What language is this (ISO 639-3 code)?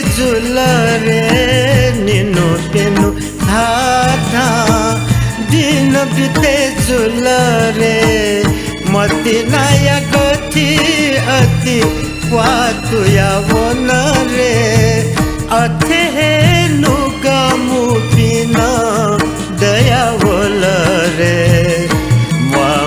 new